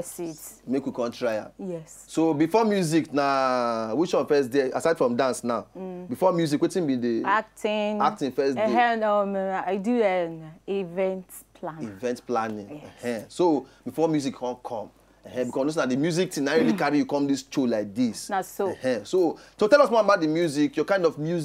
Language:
Nigerian Pidgin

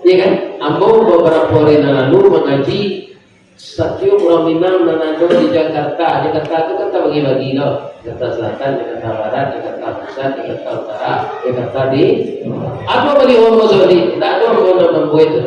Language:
Minangkabau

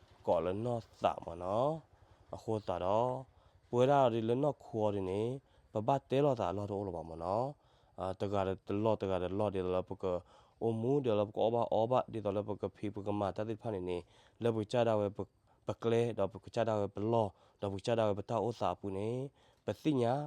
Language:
S'gaw Karen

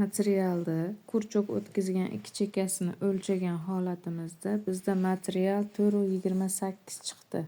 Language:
Uzbek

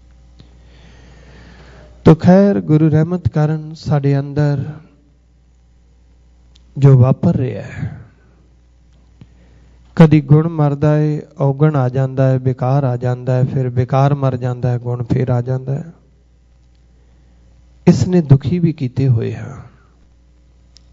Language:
Punjabi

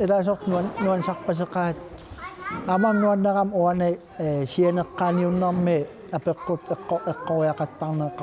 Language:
Kalaallisut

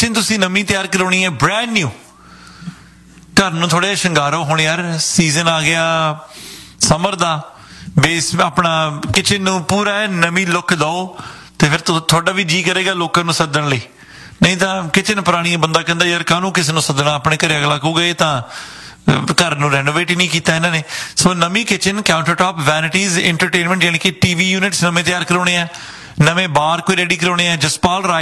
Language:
Punjabi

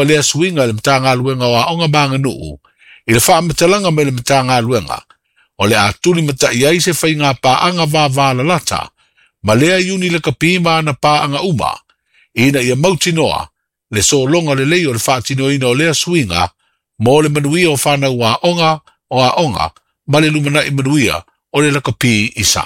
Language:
Samoan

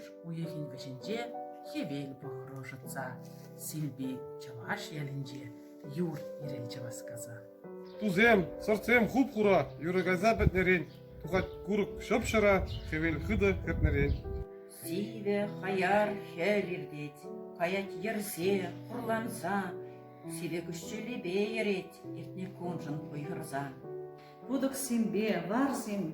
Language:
Chuvash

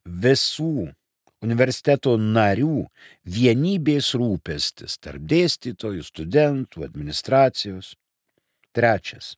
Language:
Lithuanian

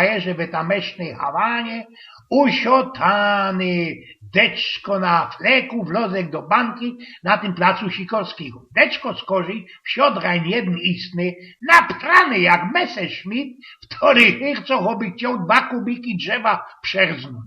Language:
Silesian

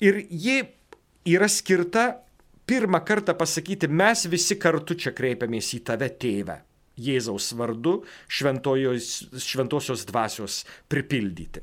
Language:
Lithuanian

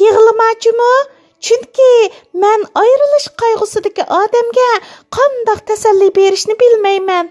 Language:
Uyghur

